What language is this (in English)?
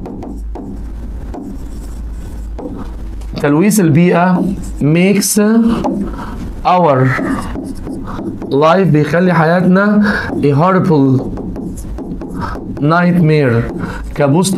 Egyptian Arabic